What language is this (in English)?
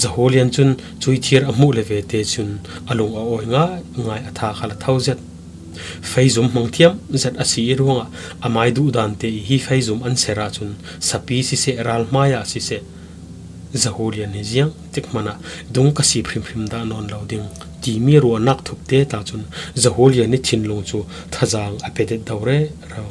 Falam Chin